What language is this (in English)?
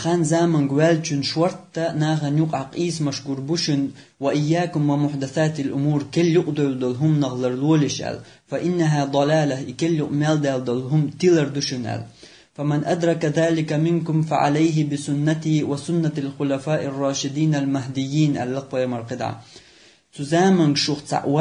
Chechen